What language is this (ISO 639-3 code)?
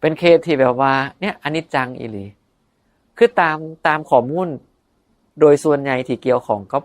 tts